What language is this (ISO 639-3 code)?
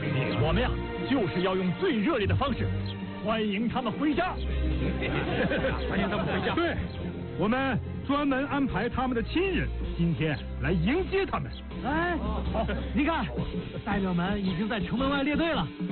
zho